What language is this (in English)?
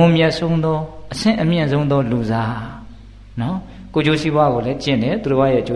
Burmese